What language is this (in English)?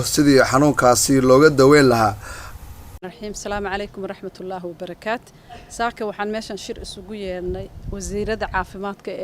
Somali